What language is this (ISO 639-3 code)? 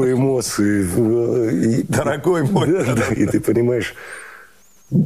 rus